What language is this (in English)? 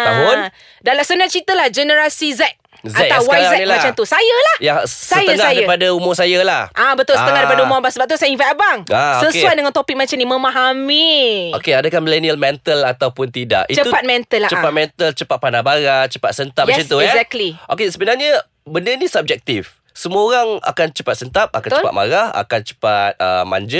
Malay